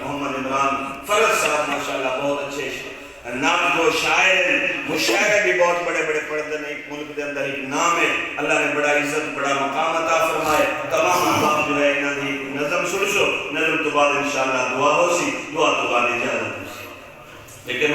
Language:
Saraiki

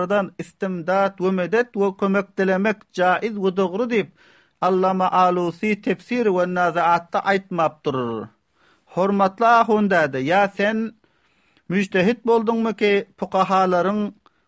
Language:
Turkmen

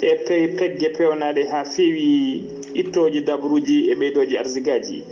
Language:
Fula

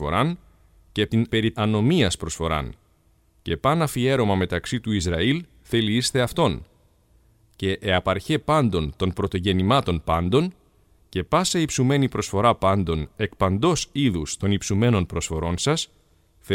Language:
Greek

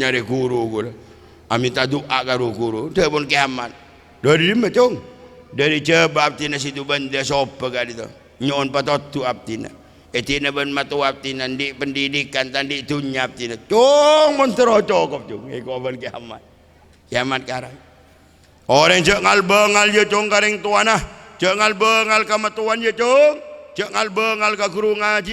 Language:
Madurese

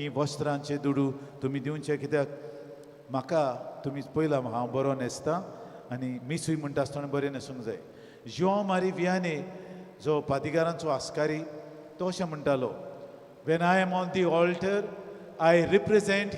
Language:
Konkani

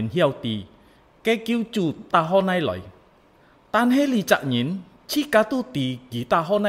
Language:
Hakka Chinese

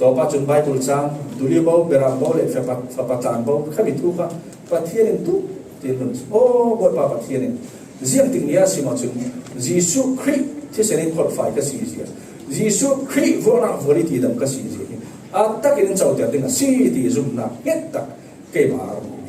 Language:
Falam Chin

